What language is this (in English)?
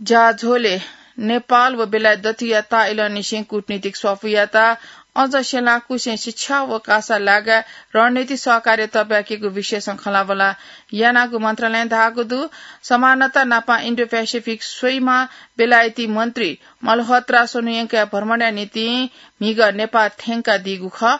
Newari